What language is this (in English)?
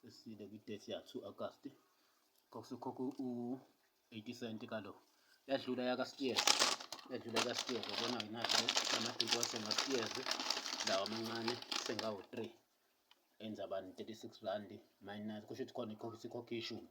Zulu